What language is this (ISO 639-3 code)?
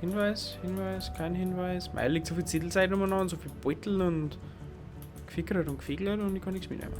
bar